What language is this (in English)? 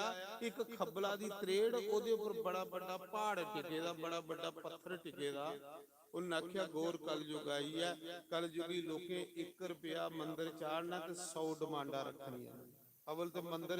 Dogri